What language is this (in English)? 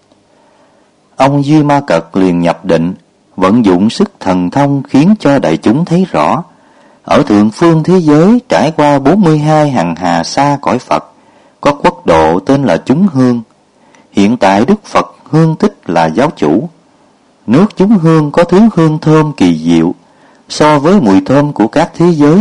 Vietnamese